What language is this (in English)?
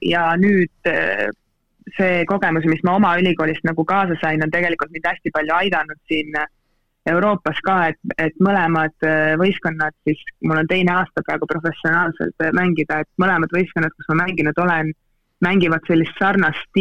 Estonian